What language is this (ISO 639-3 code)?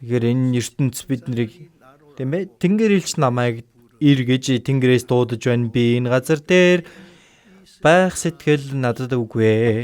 mon